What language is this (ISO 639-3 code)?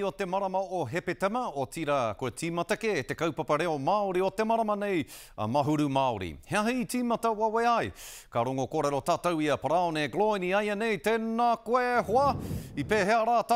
mri